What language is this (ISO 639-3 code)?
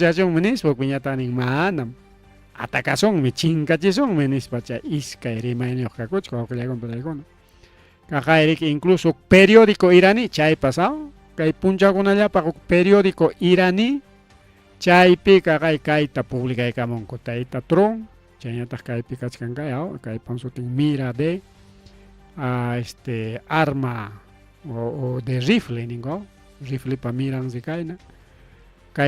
quy